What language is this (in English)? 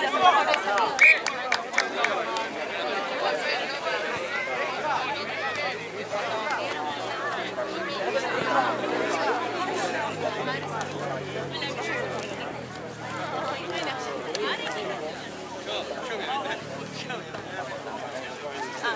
Spanish